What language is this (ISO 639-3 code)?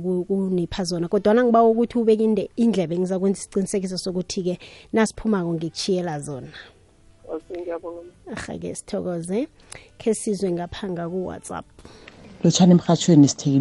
nbl